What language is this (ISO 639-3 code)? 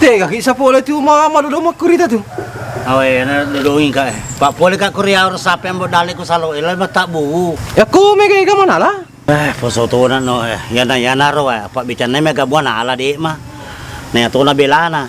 bug